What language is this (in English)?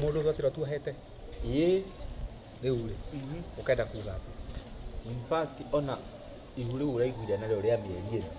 Kikuyu